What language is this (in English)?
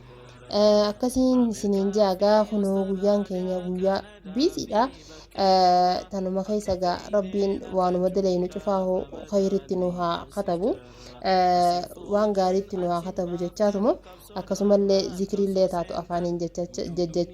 Oromo